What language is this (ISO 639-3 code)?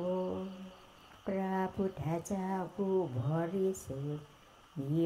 tha